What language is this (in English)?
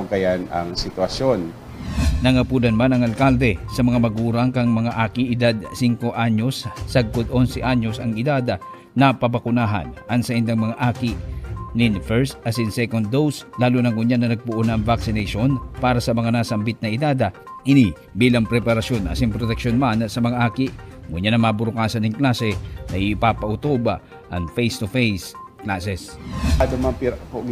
Bikol